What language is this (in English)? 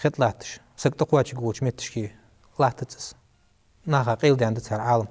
Ingush